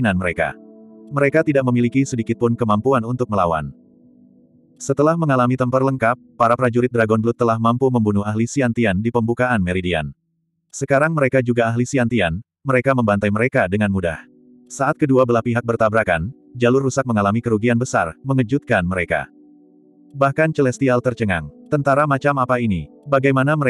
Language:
Indonesian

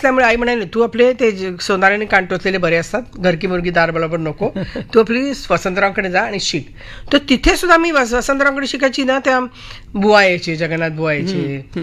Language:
Marathi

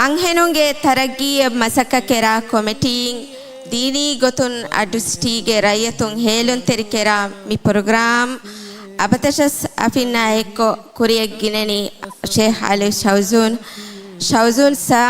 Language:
Divehi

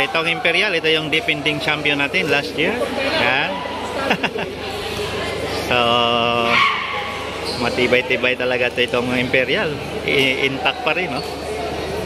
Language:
Filipino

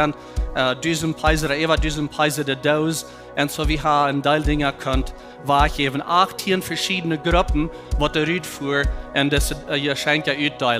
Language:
Plautdietsch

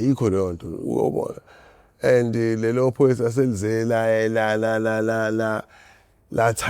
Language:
Zulu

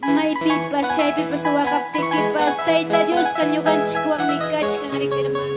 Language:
Ayacucho Quechua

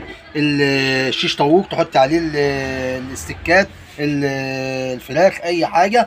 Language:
Egyptian Arabic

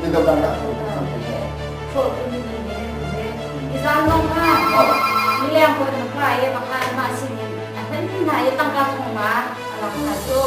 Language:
Hakha Chin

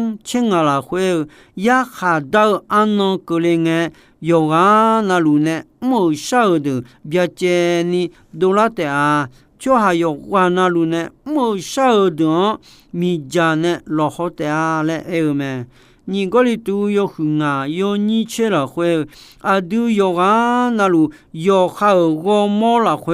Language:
Akha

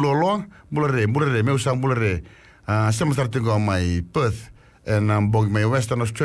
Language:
Fijian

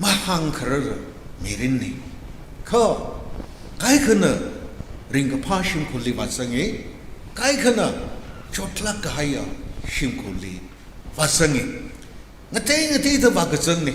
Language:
Tangkhul Naga (India)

